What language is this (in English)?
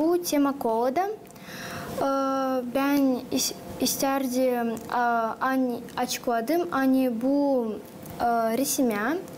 Gagauz